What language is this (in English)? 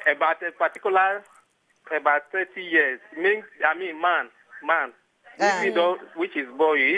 Nigerian Pidgin